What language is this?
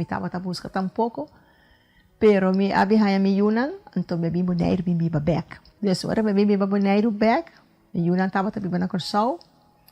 Papiamento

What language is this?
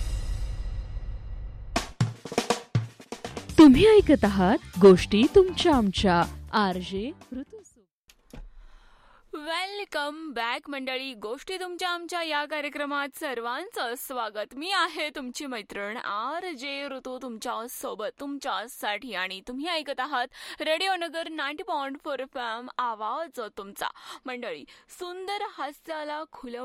Marathi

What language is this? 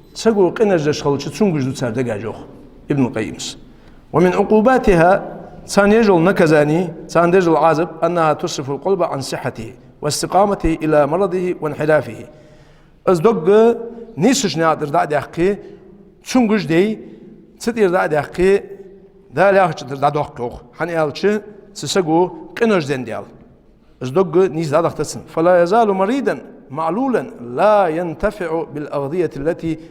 Ingush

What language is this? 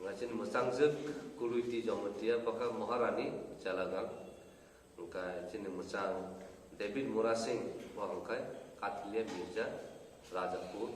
Kok Borok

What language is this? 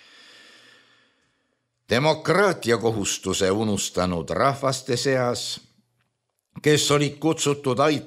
Estonian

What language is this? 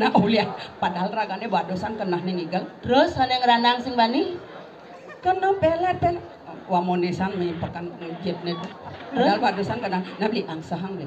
Balinese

